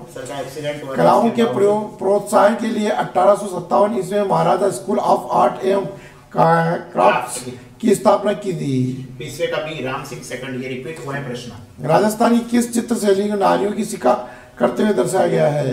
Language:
Hindi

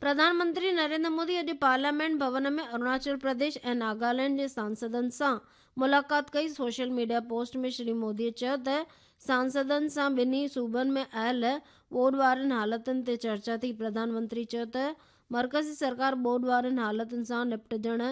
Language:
Sindhi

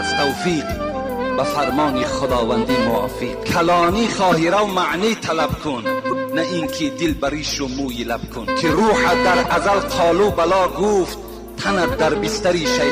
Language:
Tajik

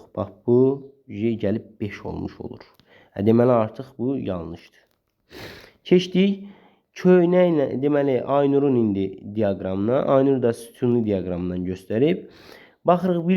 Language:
Azerbaijani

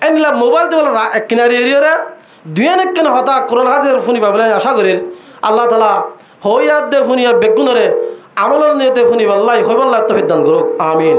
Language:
Rohingya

